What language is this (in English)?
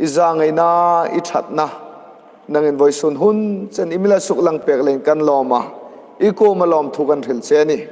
Hmar